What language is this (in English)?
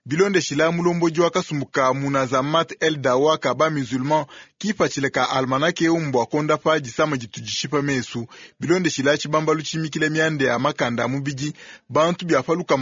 Luba-Lulua